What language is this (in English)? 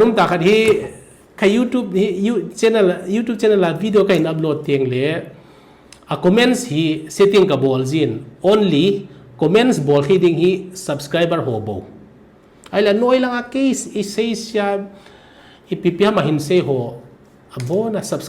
Thado Chin